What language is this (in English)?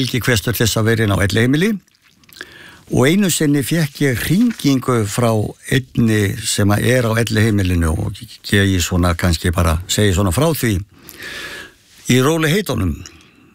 Icelandic